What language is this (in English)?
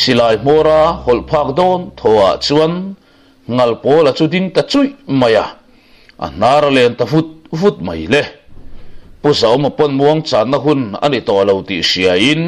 Mizo